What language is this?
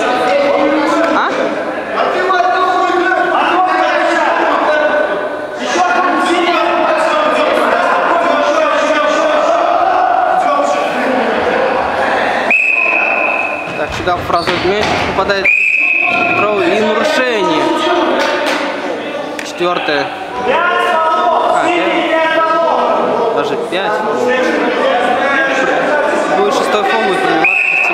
Russian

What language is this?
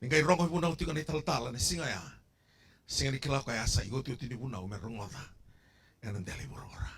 Fijian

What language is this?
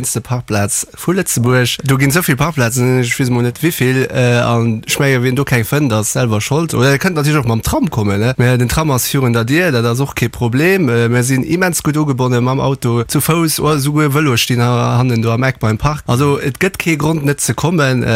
Luxembourgish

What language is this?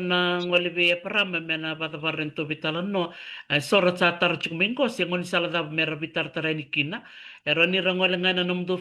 Fijian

